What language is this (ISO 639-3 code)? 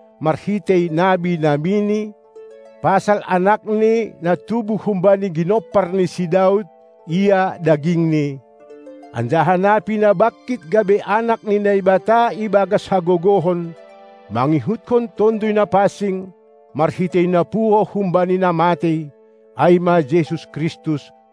bts